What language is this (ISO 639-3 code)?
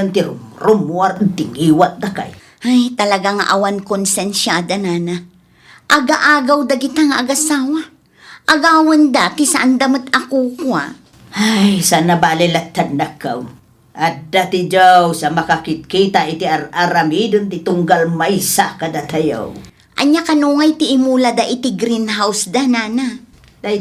ilo